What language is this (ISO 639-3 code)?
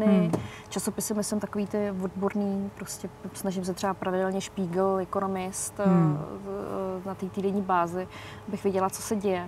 ces